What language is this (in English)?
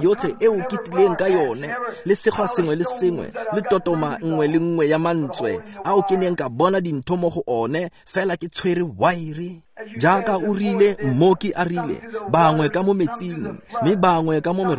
Tswana